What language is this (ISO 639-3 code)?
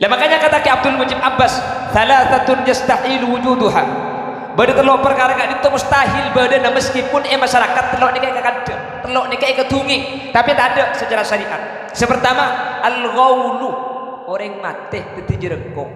mad